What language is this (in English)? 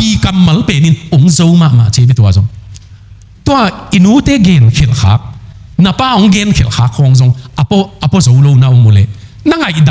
Tedim Chin